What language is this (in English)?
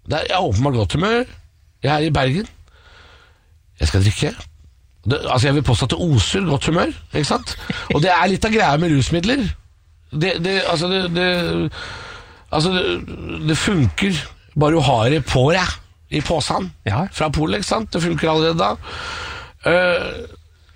Norwegian